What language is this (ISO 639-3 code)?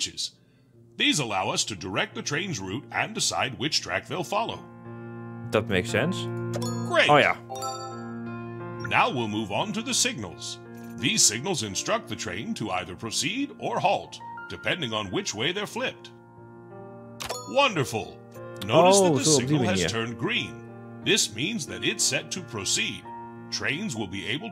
nld